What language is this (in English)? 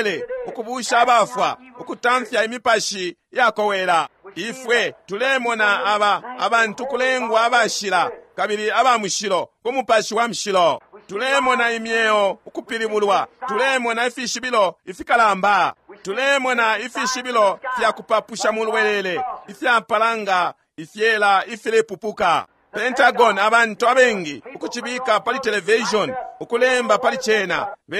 Bemba